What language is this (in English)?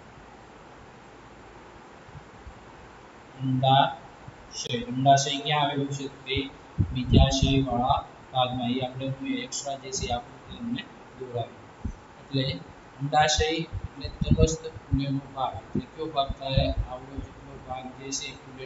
Gujarati